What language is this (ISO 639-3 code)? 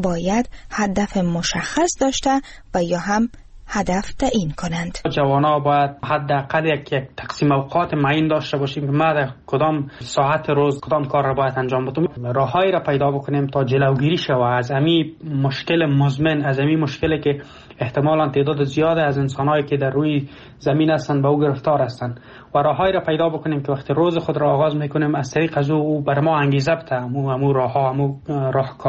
fas